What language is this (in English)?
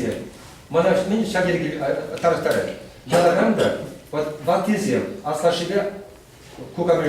Chuvash